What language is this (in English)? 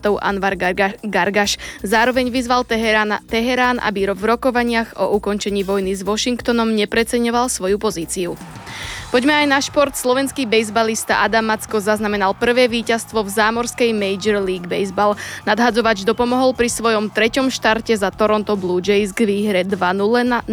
Slovak